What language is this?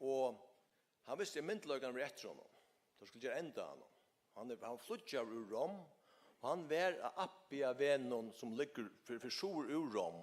Faroese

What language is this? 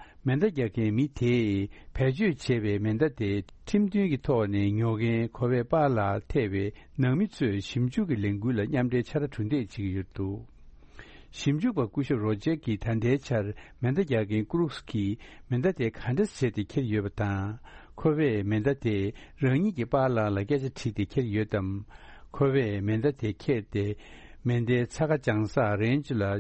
Tibetan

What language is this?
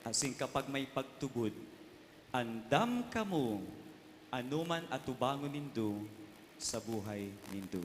Bikol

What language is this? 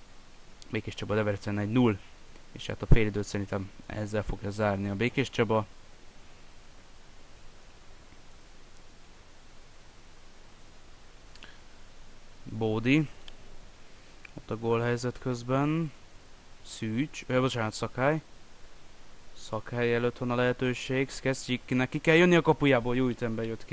Hungarian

